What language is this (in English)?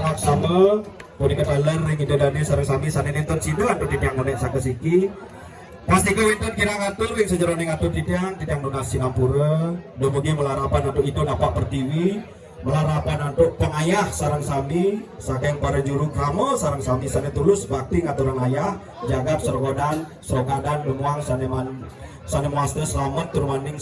Balinese